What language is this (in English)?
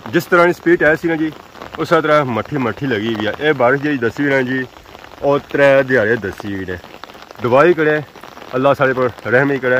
Pahari-Potwari